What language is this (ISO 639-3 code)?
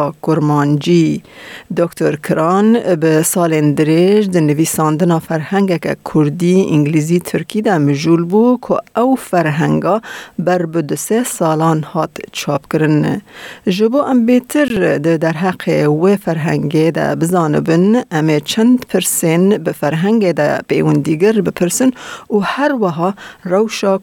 kur